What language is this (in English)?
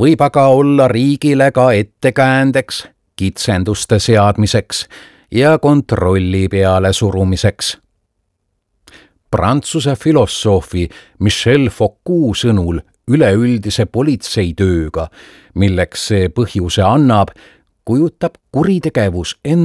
Estonian